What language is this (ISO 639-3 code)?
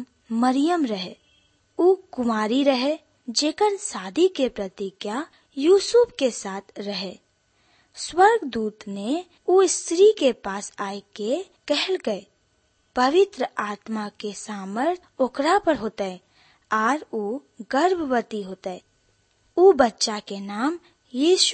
bho